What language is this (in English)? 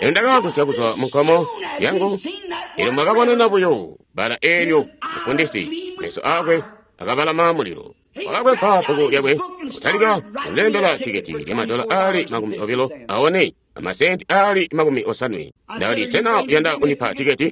Tonga (Zambia)